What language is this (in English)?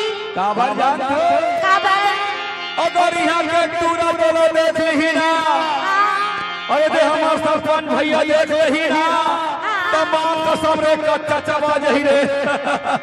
Chhattisgarhi